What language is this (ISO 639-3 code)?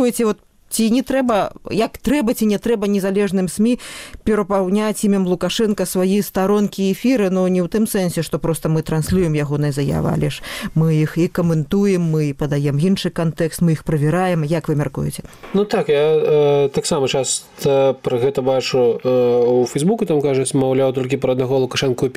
bel